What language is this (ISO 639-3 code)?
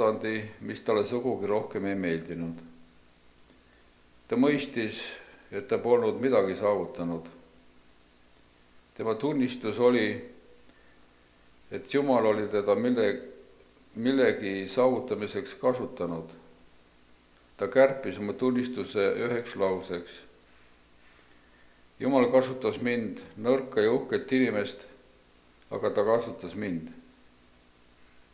est